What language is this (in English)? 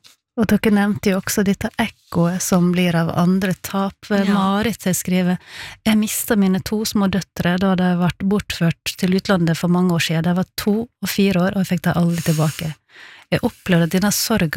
Norwegian